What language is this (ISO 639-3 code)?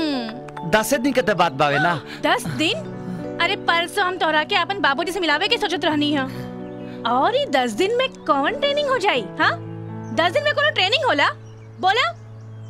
bho